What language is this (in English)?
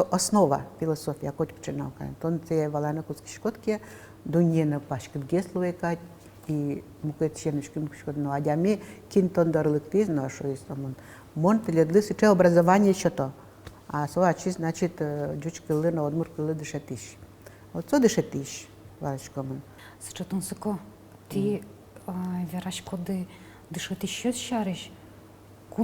Udmurt